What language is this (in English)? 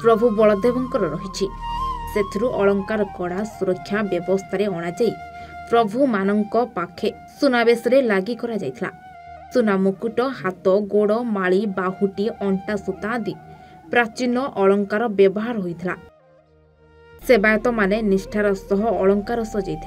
Odia